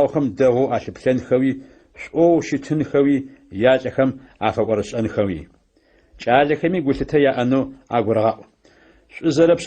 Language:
Adyghe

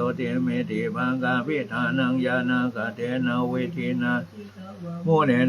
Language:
Pali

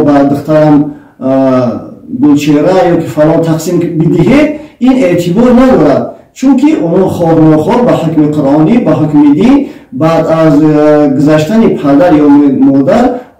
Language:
Tajik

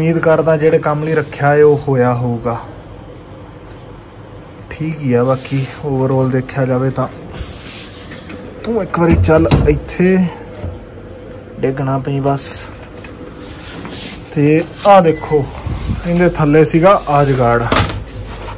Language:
Punjabi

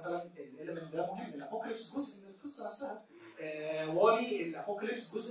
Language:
Egyptian Arabic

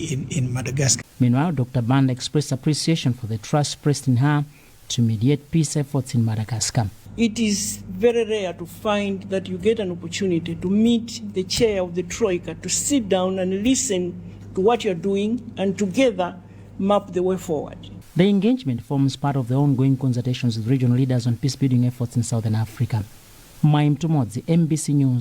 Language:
English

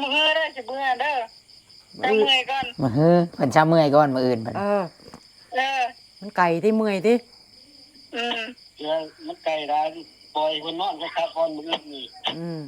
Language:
Northeastern Thai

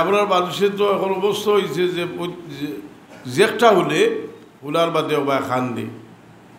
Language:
Sylheti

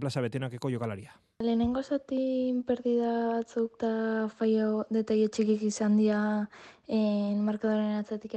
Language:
Basque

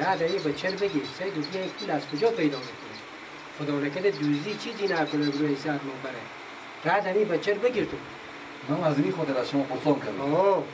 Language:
Persian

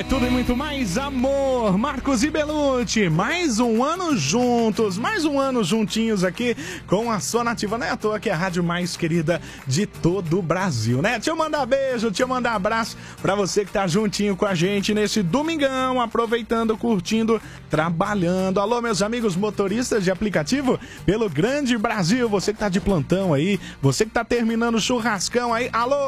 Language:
Portuguese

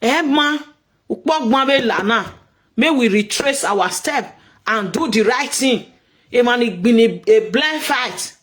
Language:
Nigerian Pidgin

